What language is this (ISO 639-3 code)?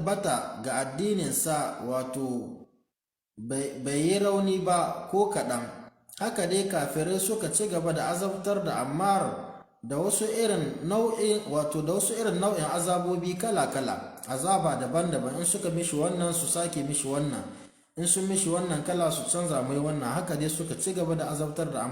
hau